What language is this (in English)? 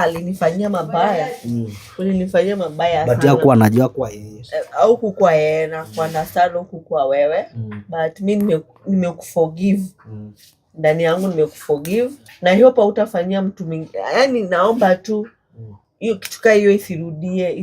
Swahili